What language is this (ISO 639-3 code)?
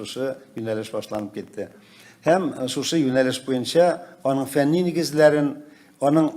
tat